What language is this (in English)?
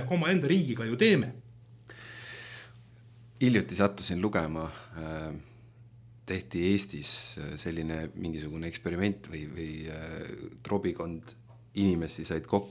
Estonian